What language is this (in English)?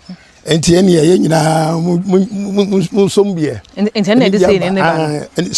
Akan